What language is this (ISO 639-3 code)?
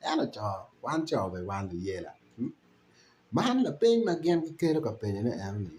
ach